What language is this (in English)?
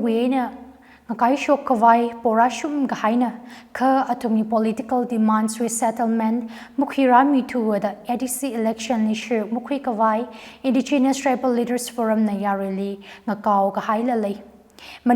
Tangkhul Naga (India)